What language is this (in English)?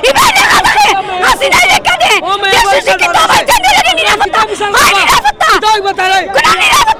Sylheti